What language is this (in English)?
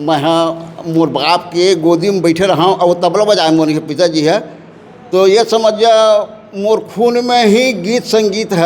Chhattisgarhi